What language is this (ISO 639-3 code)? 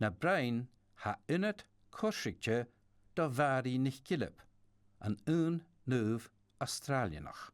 gla